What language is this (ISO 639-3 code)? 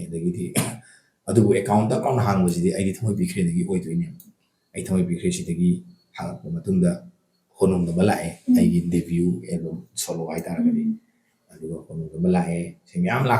mni